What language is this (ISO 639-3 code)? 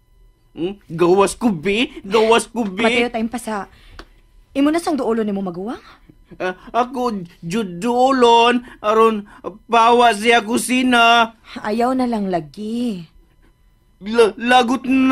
ceb